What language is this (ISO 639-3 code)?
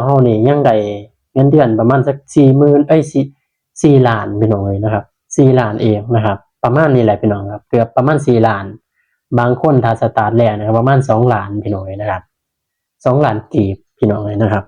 tts